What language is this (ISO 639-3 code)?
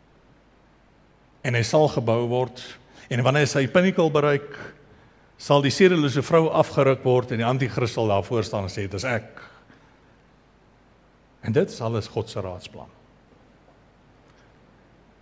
afr